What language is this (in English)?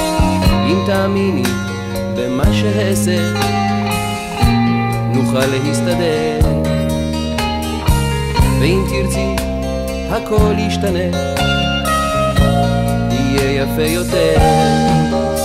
Hebrew